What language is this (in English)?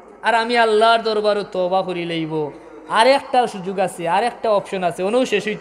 Sylheti